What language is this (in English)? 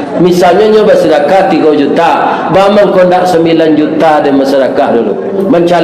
Minangkabau